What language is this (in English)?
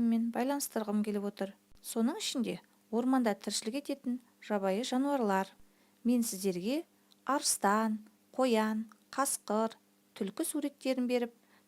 Kazakh